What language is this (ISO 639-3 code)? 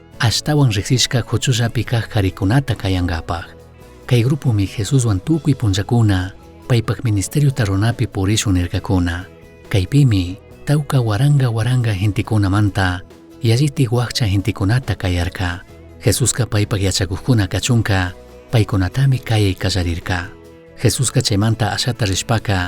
qug